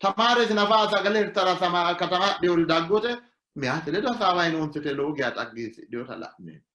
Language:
Sidamo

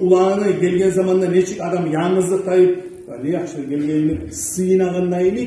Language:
Kumyk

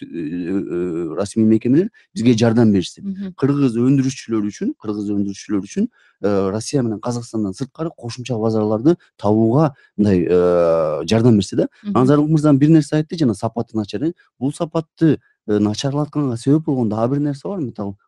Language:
Kyrgyz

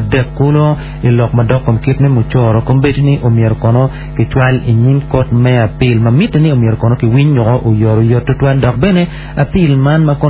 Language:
Acoli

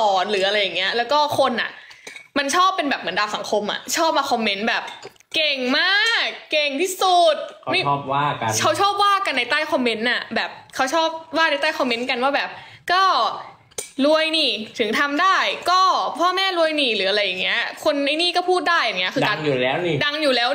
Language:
Thai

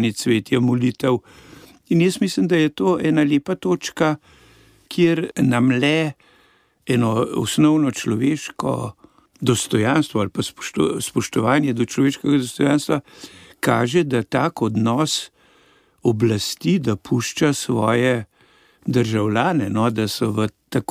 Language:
Slovenian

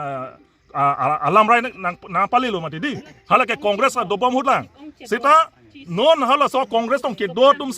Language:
Karbi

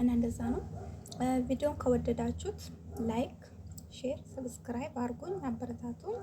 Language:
Amharic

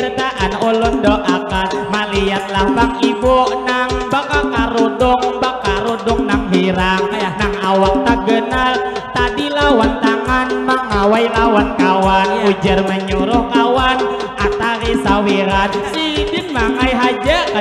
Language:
Banjar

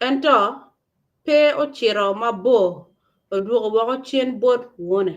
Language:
Acoli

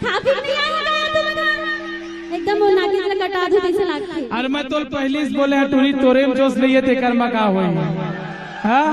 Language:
Chhattisgarhi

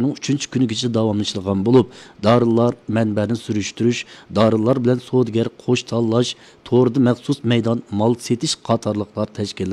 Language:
Uyghur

